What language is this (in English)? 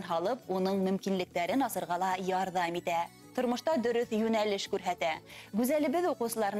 Bashkir